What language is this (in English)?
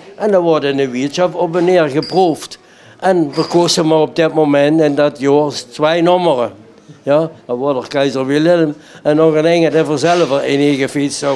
Limburgish